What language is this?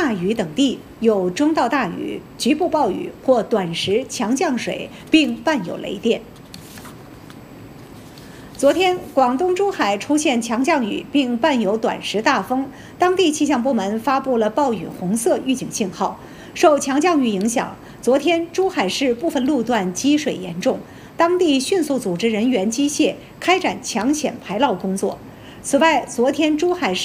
Chinese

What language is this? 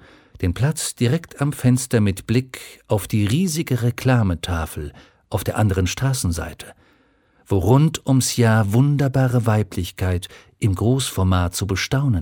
German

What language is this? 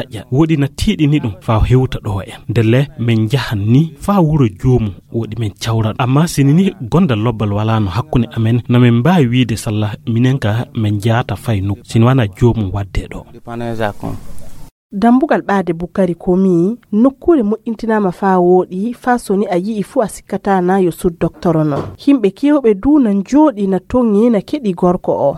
Fula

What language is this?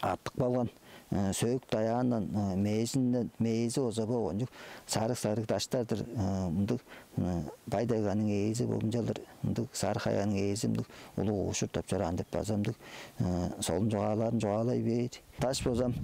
Tuvinian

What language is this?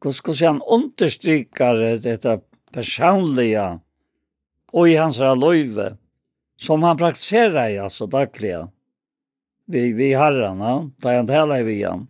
Faroese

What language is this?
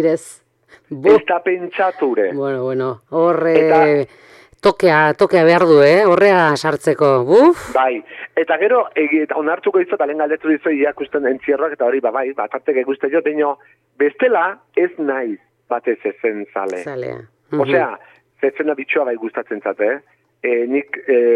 Basque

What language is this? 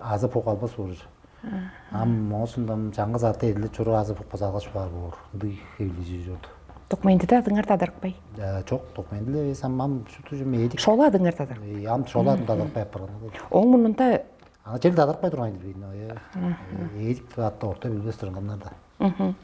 Tuvinian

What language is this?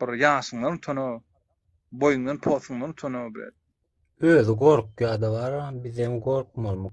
Turkmen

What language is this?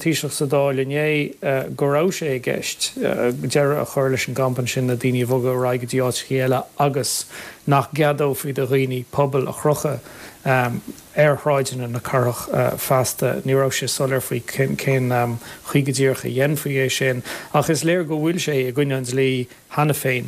Irish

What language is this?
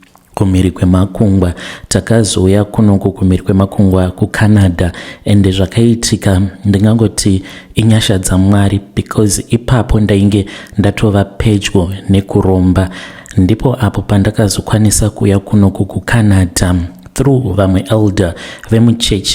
Shona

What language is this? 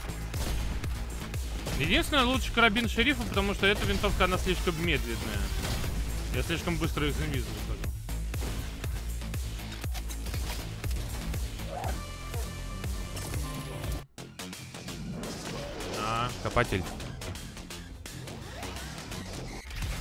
Russian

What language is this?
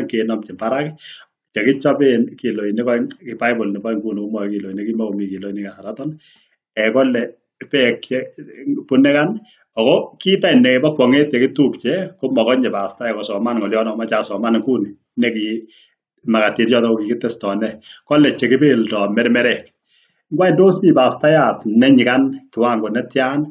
Kalenjin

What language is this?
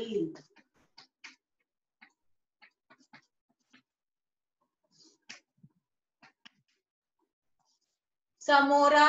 Marathi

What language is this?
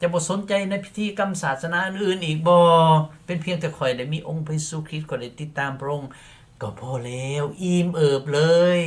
Lao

